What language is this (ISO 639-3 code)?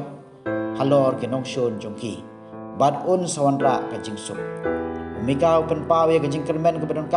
kha